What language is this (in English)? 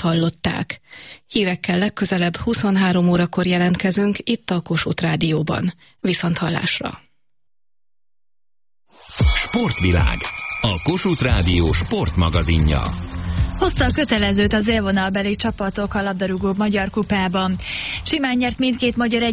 Hungarian